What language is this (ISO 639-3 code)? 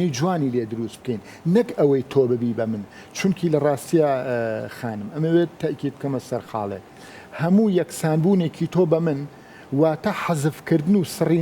ckb